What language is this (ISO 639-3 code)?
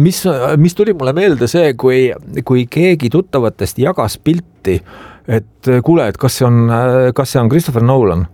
est